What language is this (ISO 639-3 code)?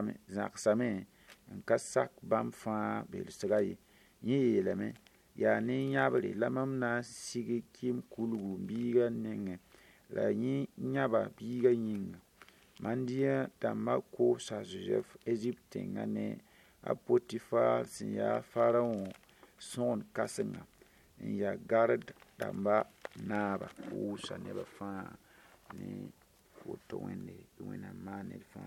mos